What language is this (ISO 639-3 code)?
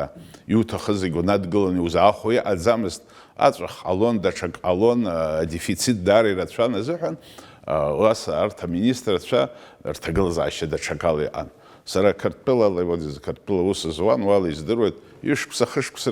abk